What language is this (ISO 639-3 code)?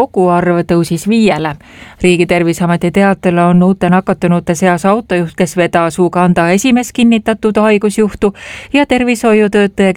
est